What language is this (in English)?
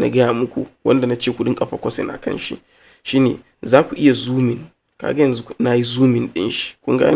Hausa